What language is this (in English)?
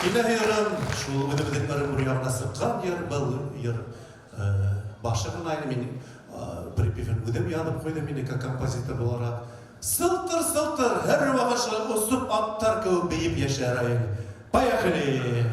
Bashkir